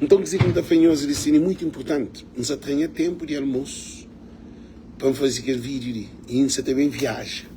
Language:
Kabuverdianu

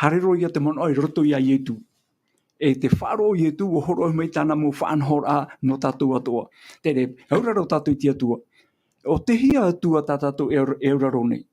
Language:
Tahitian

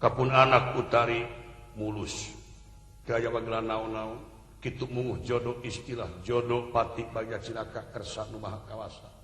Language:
Sundanese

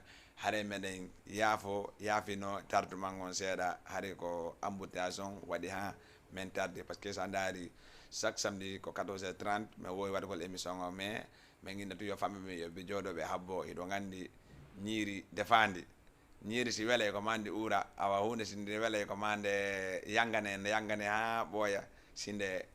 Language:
Fula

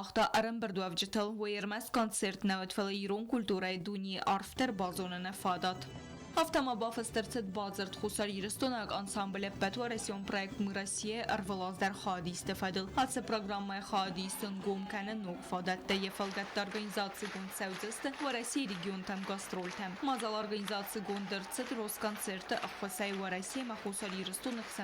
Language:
Ossetic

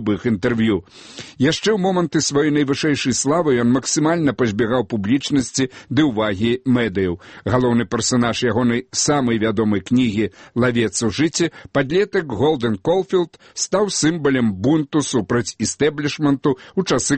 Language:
Belarusian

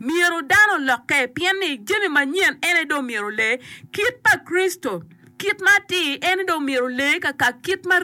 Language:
Acoli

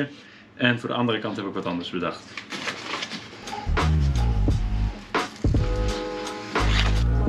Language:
Dutch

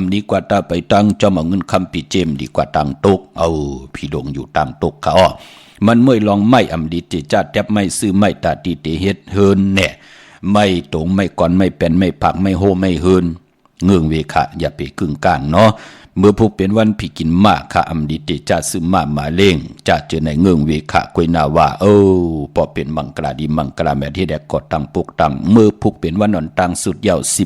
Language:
Shan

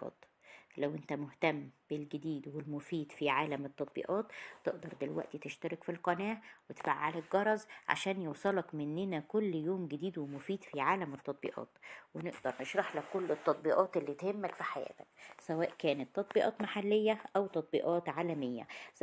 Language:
Egyptian Arabic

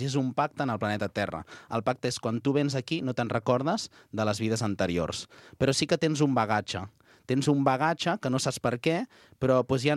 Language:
Catalan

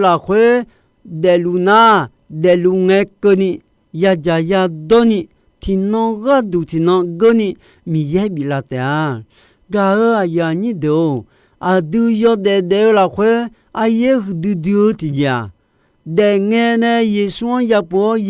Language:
Akha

